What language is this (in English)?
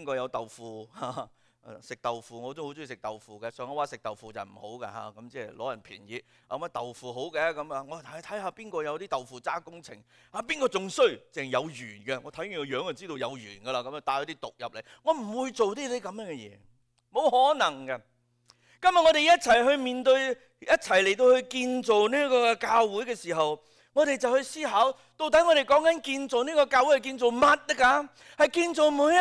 Cantonese